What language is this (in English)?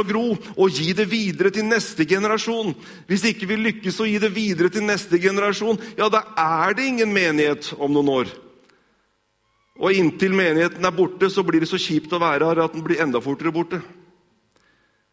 Norwegian